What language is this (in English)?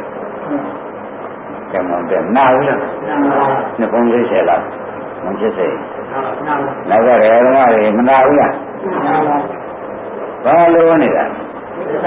Burmese